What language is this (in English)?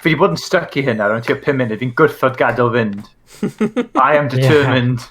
Welsh